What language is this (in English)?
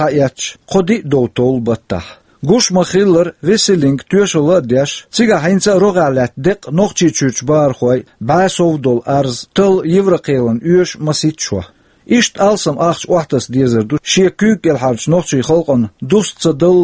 Chechen